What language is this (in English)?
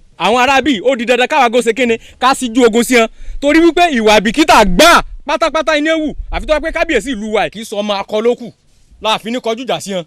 Yoruba